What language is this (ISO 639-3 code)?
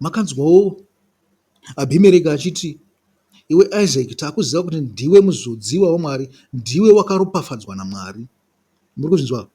sna